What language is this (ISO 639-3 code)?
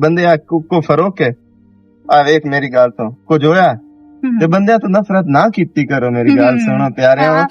lah